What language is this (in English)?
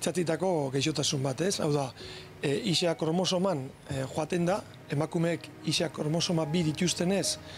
Basque